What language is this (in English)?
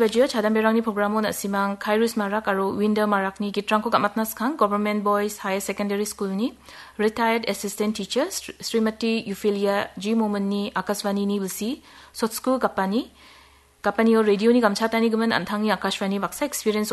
Garo